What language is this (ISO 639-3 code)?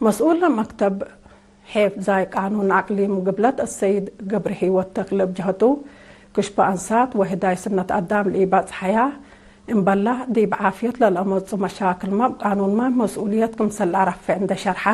tig